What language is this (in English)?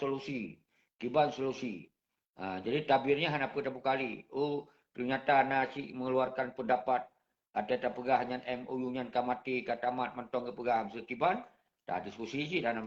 Achinese